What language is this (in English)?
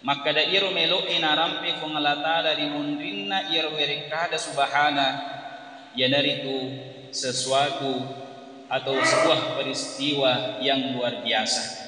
Buginese